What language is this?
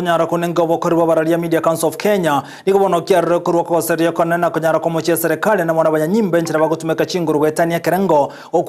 Gusii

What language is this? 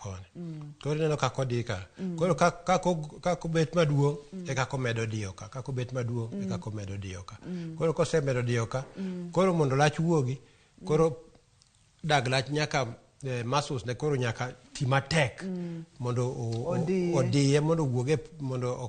Luo (Kenya and Tanzania)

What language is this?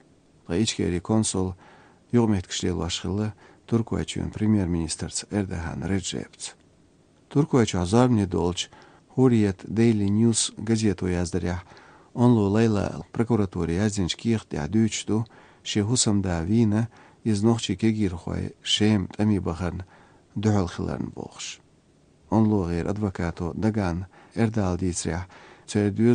Chechen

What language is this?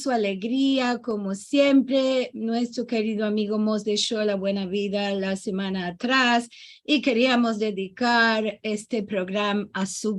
Ladino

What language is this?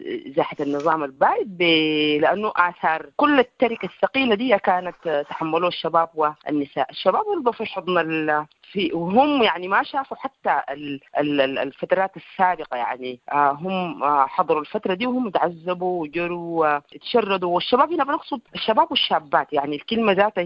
Sudanese Arabic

